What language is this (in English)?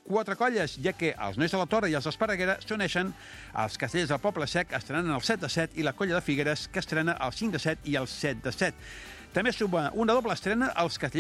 Catalan